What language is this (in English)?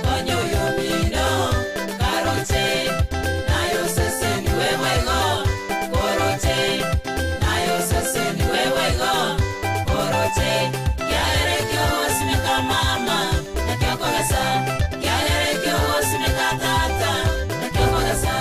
Gusii